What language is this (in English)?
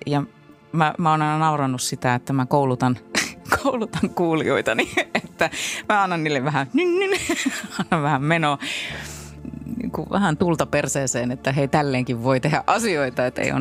Finnish